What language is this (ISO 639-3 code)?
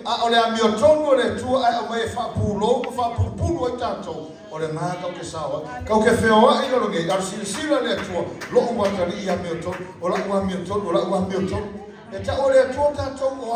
smo